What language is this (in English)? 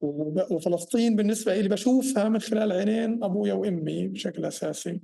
North Levantine Arabic